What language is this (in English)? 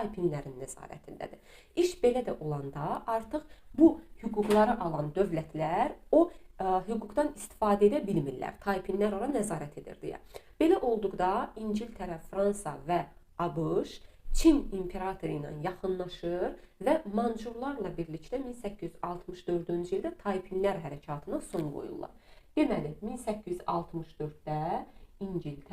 Azerbaijani